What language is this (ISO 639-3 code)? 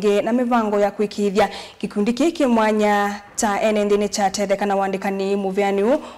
kam